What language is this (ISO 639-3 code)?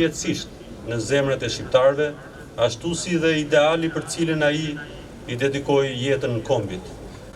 sqi